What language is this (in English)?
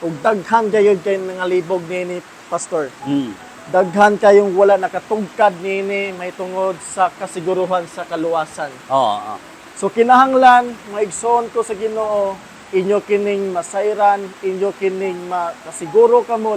Cebuano